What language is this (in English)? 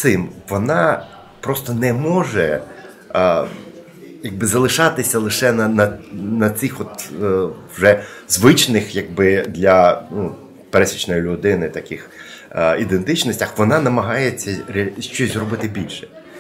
Ukrainian